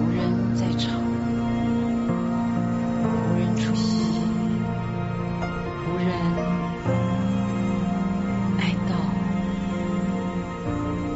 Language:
Chinese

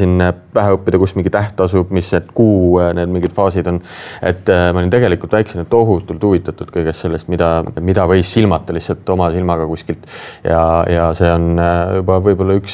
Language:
Estonian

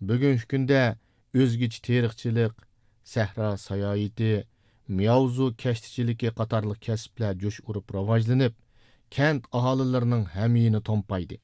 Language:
Uyghur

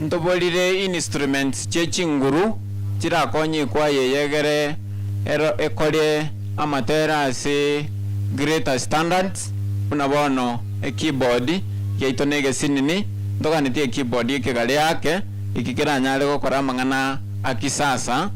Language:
Gusii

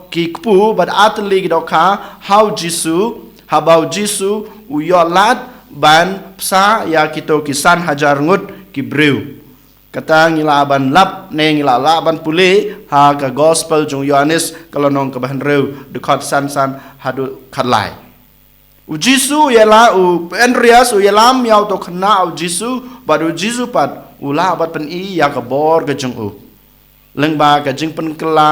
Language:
Khasi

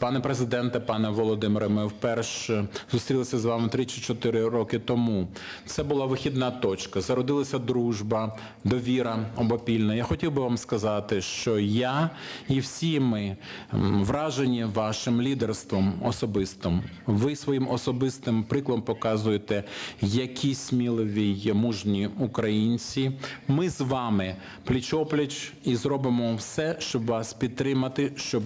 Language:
Ukrainian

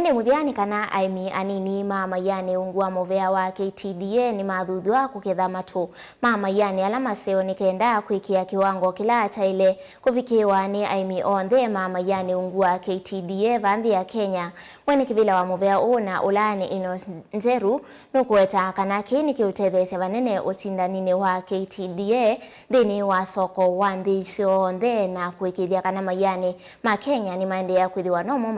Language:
Kamba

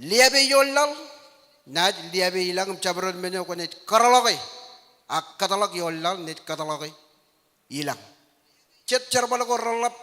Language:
Marshallese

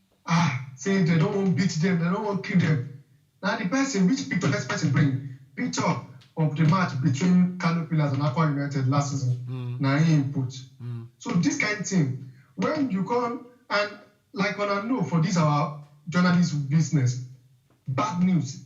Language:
Nigerian Pidgin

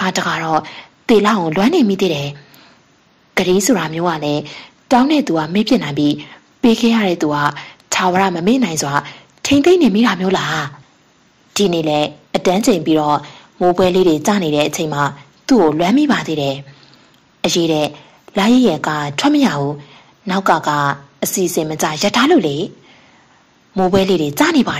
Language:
Burmese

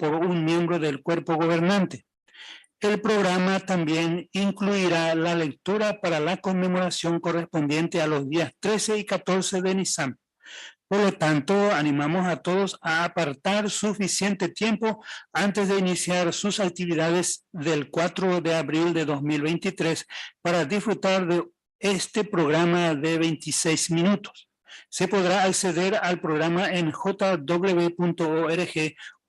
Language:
Guarani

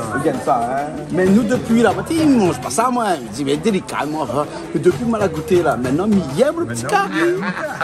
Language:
Réunion Creole French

